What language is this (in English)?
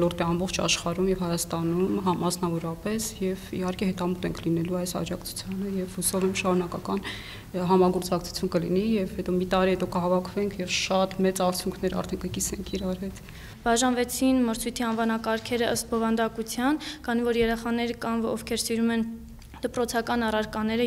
Armenian